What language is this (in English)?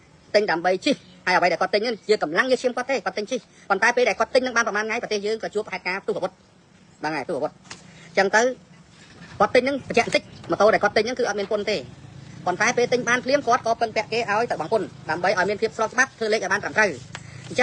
Khmer